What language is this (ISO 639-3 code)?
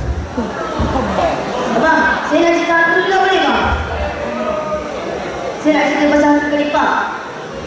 msa